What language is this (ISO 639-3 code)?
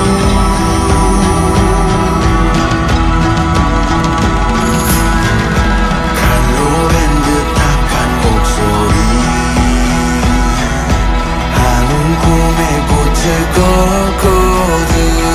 kor